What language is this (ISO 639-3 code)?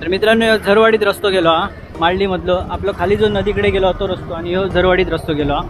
kok